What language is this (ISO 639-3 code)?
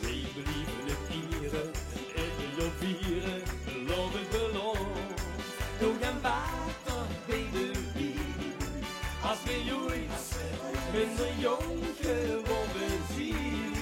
lim